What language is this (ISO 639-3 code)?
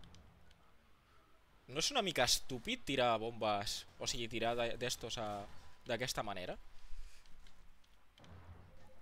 cat